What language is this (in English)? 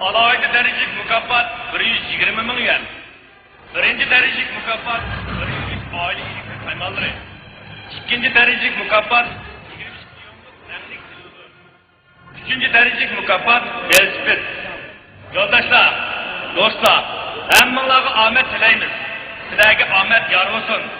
Uyghur